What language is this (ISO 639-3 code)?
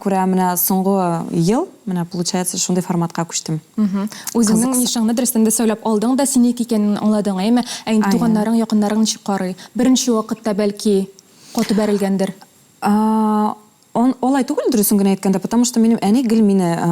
tat